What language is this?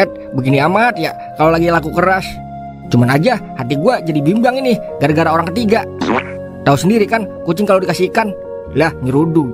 Betawi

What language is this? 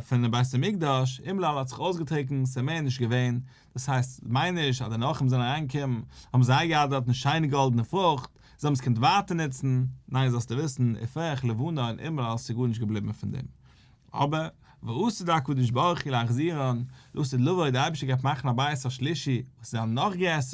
Yiddish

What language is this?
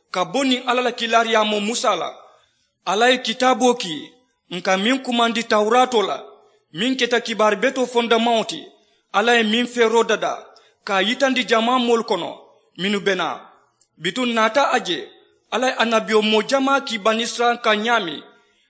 Mandingo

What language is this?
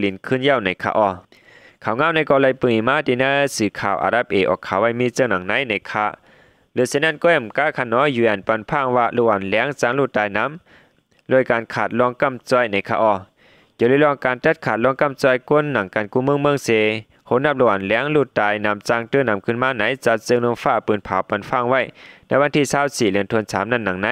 Shan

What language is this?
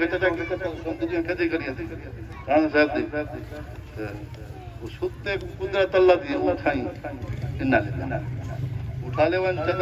Saraiki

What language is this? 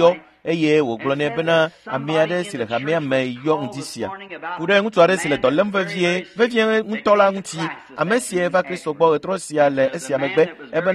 Ewe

